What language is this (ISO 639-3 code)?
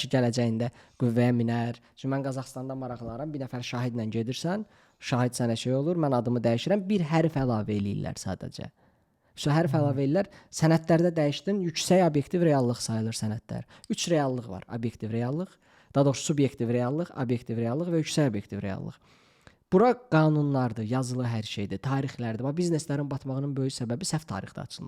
aze